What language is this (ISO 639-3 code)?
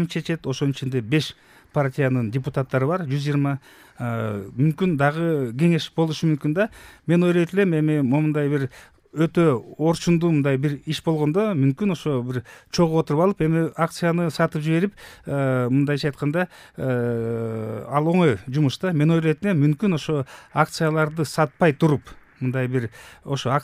kir